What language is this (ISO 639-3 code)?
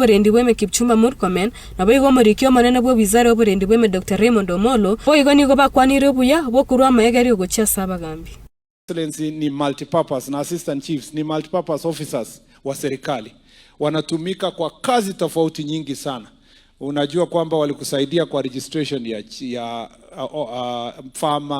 guz